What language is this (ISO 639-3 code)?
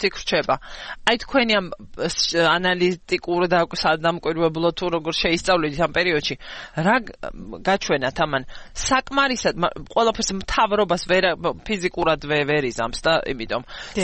kat